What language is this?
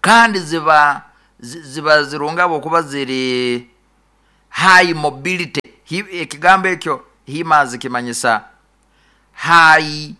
Nyoro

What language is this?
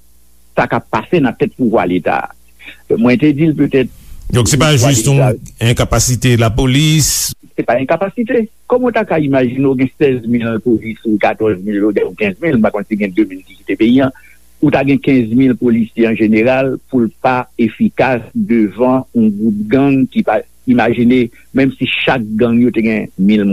Haitian Creole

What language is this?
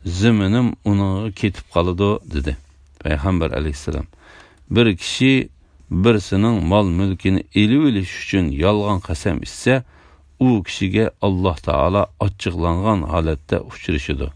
Uyghur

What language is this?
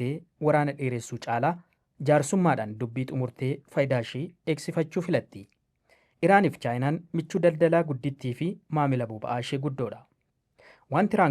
Oromo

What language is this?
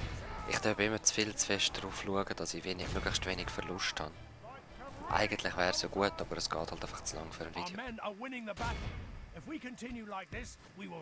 Swiss German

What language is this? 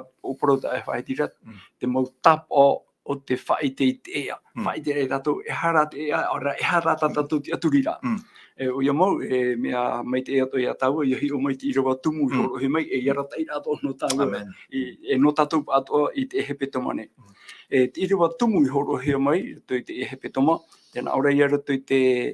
Tahitian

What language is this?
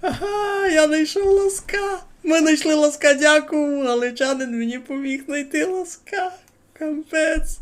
Rusyn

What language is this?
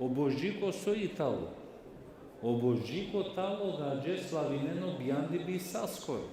Balkan Romani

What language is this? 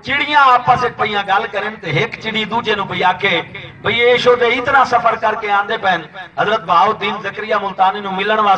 Saraiki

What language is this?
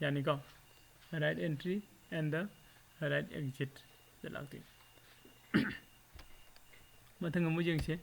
Manipuri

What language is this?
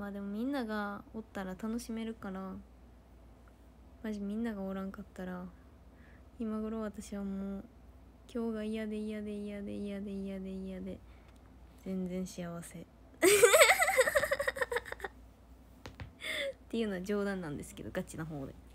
Japanese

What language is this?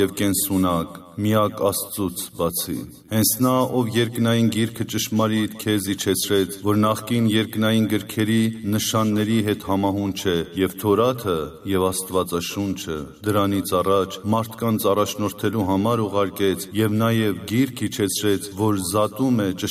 Armenian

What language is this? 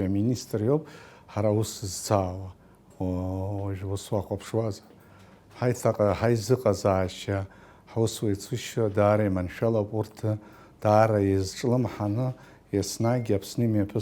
Abkhazian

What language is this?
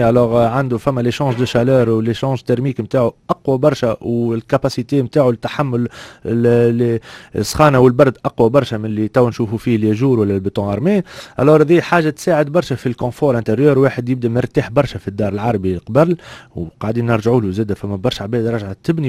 Tunisian Arabic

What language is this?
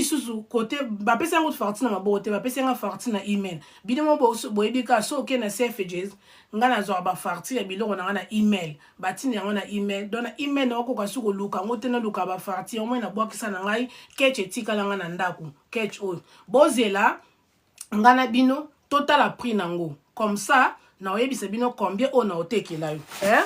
Lingala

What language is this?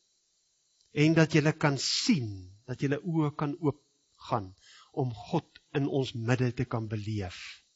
Afrikaans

